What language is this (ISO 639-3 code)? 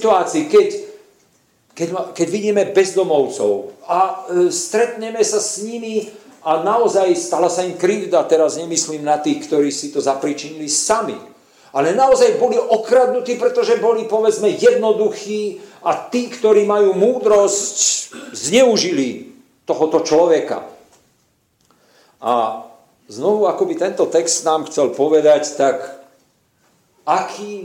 slk